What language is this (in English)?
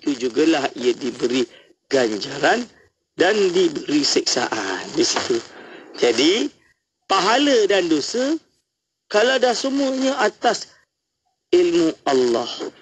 Malay